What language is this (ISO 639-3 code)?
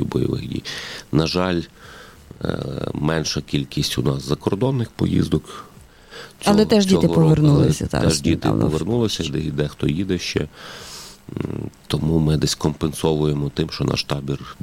ukr